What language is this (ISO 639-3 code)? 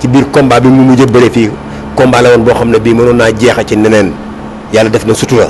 wol